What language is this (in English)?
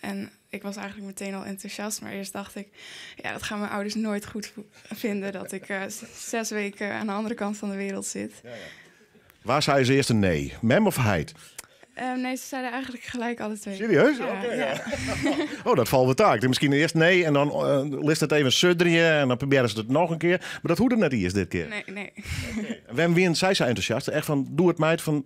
Western Frisian